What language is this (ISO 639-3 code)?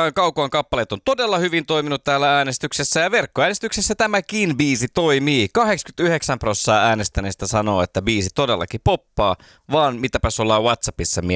fin